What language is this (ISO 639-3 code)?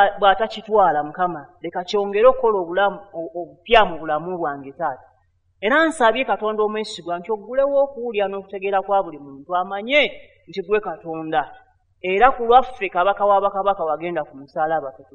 lug